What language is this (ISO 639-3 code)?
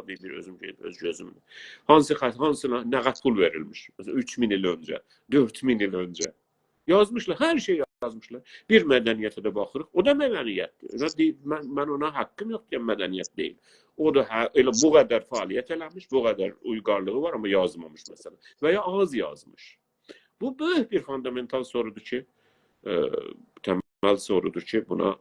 azb